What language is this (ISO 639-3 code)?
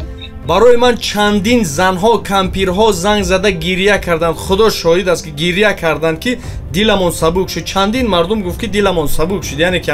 tgk